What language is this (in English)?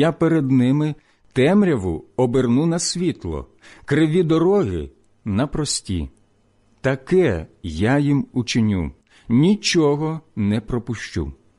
Ukrainian